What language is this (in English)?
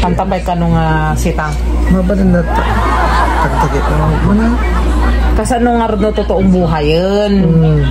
Iloko